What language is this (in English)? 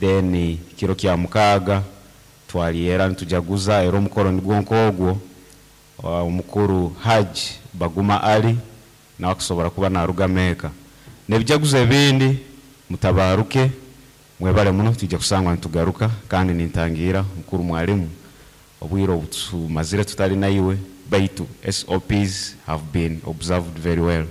Nyankole